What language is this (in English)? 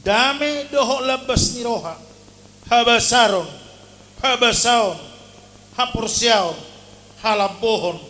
Batak Toba